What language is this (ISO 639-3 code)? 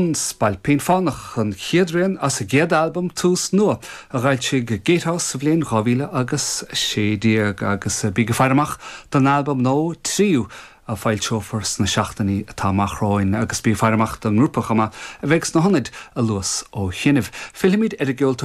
gle